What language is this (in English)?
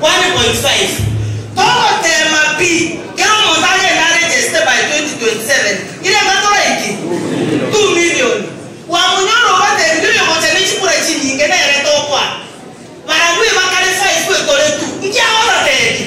Gusii